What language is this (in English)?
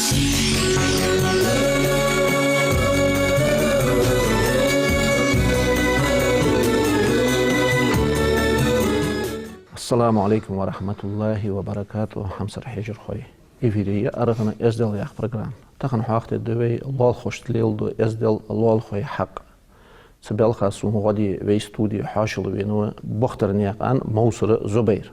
Ingush